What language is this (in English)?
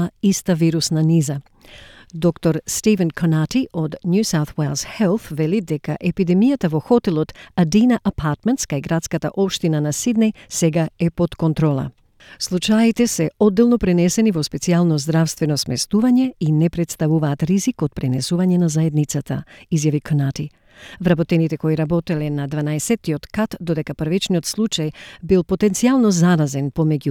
Macedonian